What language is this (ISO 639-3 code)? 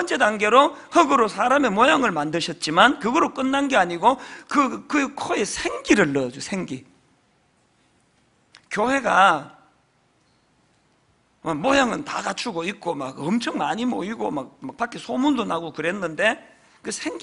kor